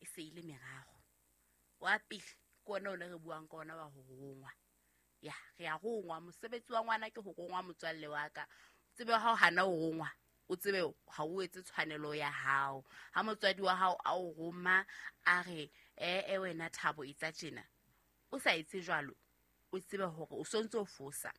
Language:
Southern Sotho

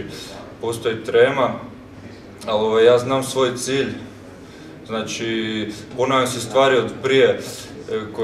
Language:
Croatian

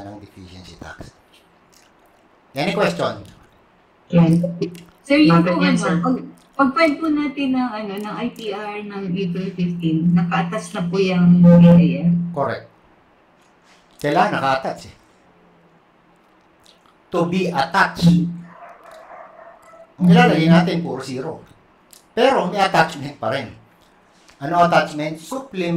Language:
Filipino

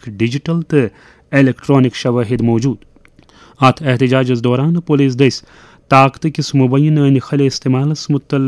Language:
Kashmiri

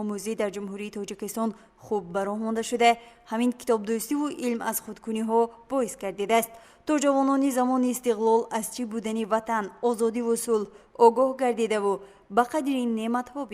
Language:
Tajik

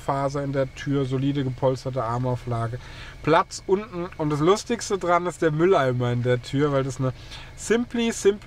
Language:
German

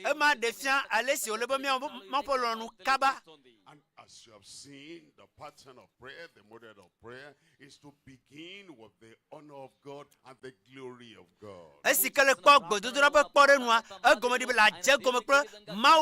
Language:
Ewe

